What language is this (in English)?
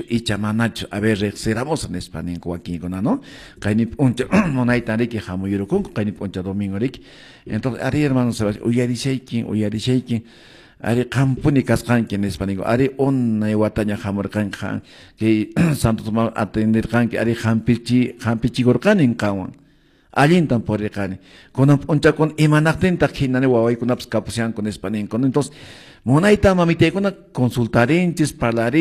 Quechua